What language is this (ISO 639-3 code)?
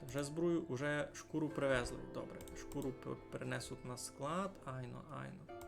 rue